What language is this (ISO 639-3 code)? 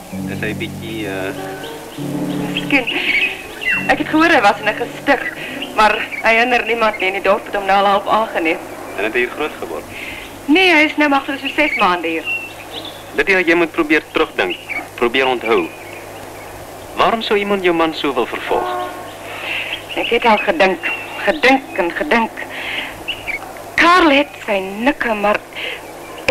afr